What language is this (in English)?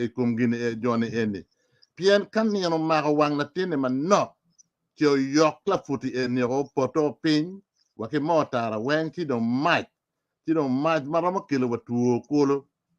Acoli